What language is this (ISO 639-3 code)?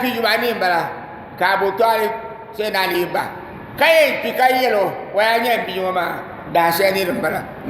dag